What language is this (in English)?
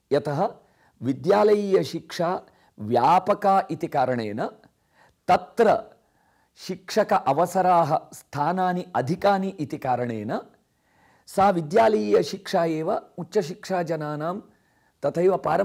Sanskrit